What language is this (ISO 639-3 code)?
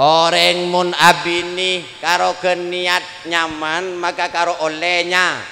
mad